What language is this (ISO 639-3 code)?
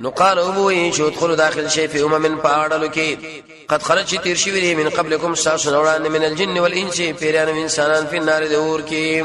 pus